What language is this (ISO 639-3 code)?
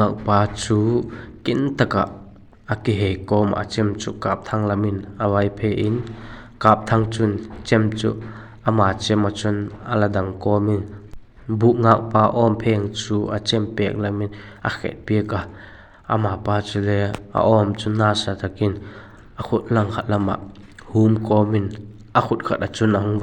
vap